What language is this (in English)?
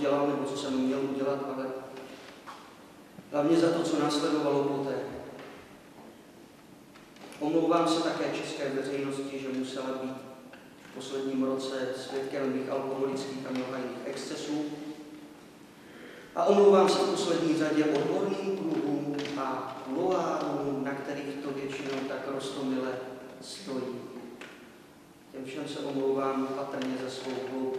Czech